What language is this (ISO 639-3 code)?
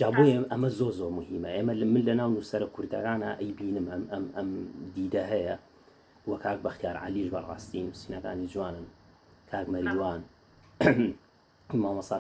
ckb